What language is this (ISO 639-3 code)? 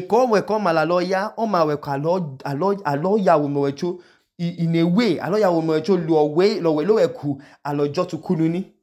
idu